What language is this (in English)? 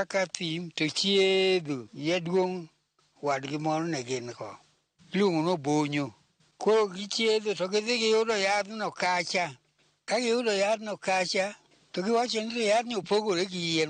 Luo (Kenya and Tanzania)